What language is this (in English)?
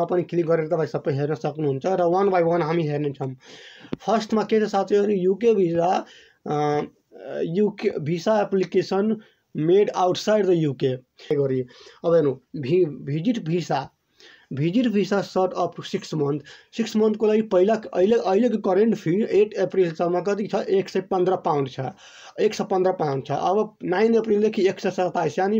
Nepali